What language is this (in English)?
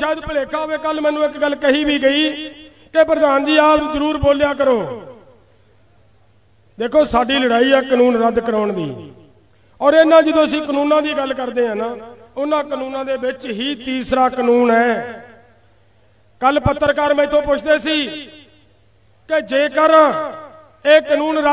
Punjabi